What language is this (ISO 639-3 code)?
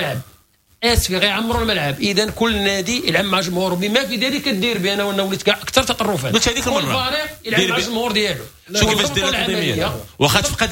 ary